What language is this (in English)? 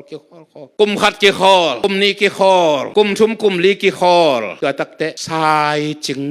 Tedim Chin